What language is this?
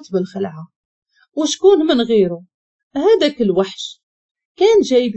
Moroccan Arabic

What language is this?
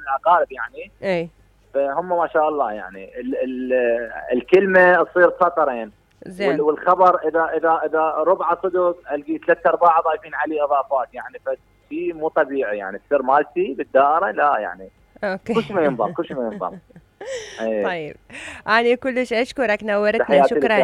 Mesopotamian Arabic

